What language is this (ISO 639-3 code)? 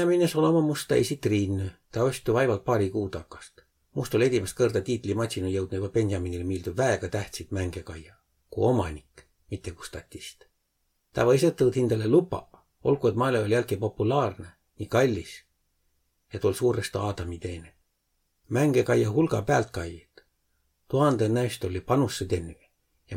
vro